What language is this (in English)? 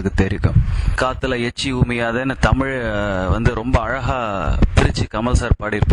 Tamil